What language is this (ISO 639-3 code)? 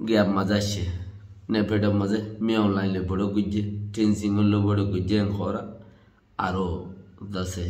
rhg